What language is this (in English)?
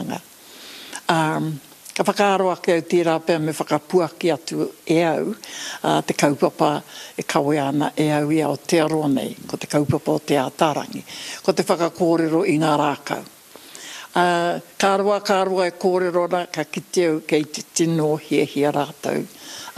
Māori